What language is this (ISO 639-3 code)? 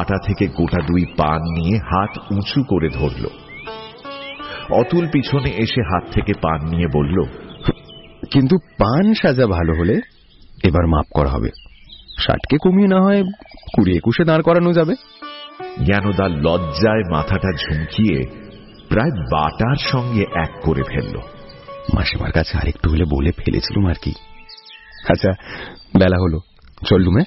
ben